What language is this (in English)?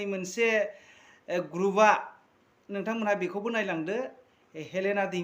Bodo